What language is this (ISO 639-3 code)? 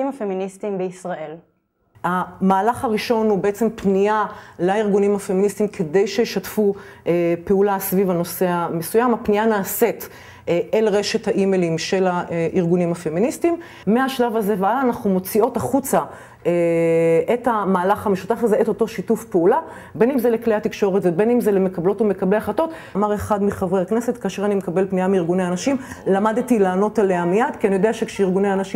heb